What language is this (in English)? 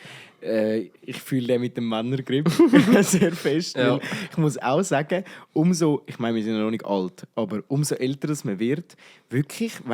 Swiss German